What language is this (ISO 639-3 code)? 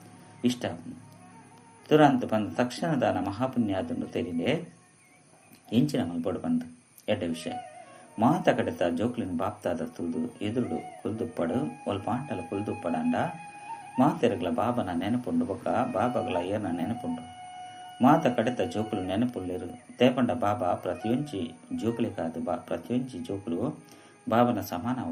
tcy